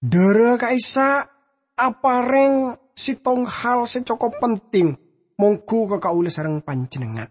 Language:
Madurese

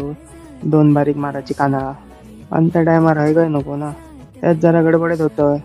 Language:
Konkani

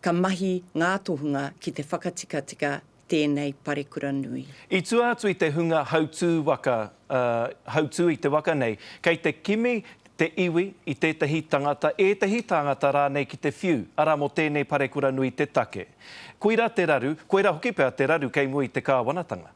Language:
Māori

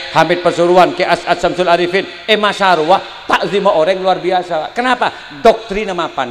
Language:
Madurese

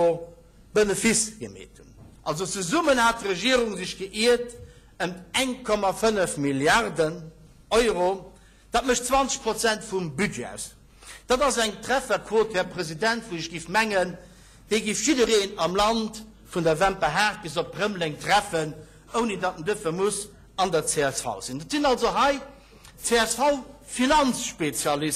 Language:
Luxembourgish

